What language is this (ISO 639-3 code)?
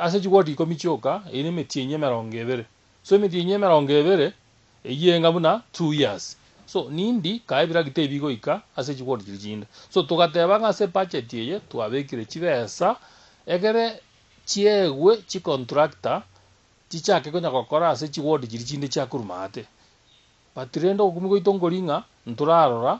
guz